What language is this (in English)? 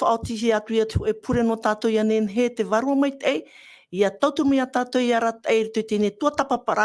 Tahitian